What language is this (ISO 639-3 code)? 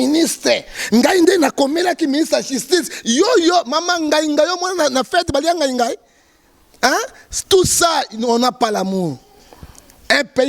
lin